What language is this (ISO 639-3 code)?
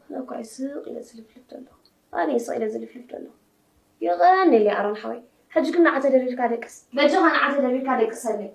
tir